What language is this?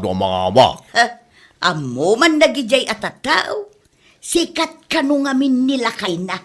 Iloko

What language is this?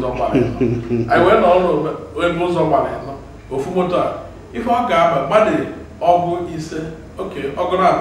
Igbo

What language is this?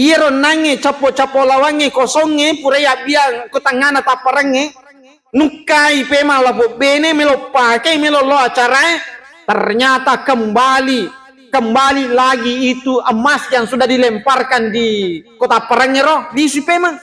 Buginese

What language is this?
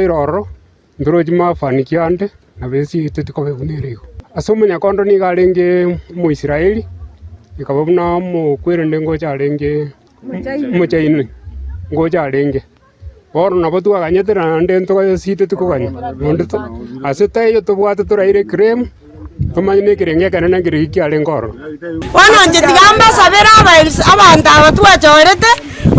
Gusii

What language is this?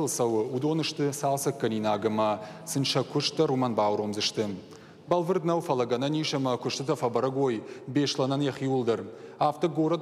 Ossetic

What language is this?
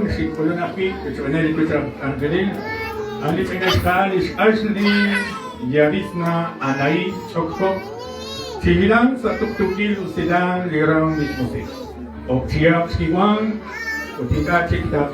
Kekchí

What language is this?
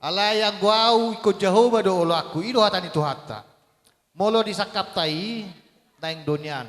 Batak Toba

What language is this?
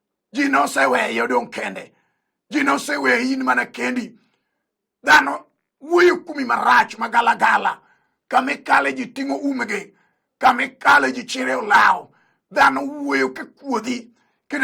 Luo (Kenya and Tanzania)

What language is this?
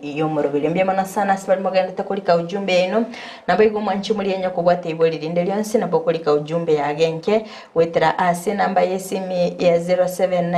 Gusii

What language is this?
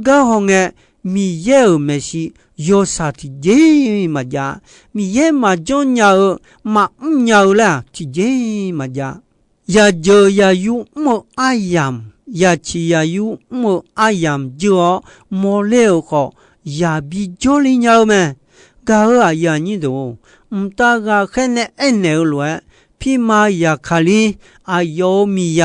Akha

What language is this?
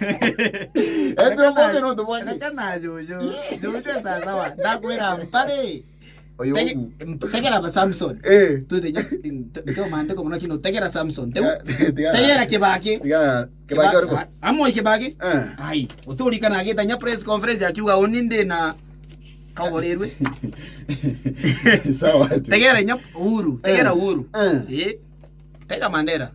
Meru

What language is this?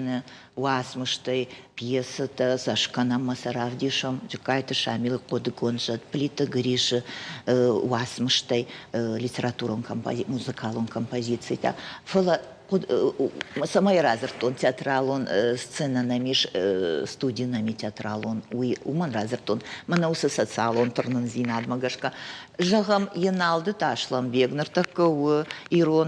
Ossetic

